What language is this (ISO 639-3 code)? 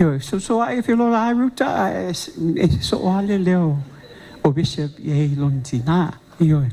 smo